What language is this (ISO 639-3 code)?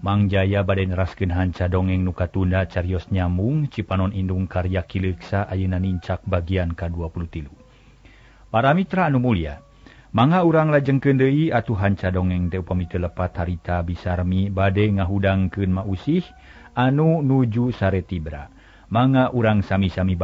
sun